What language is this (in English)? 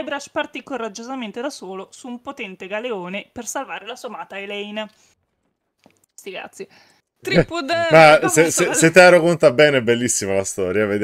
Italian